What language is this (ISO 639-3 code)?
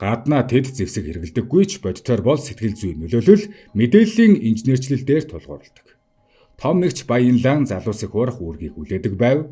mon